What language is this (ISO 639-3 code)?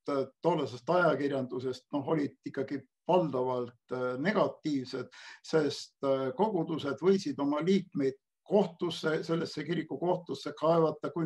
est